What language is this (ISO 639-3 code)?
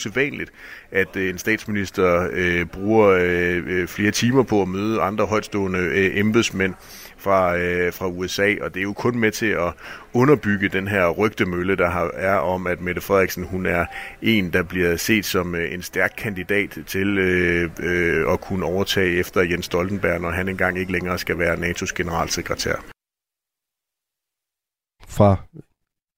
dan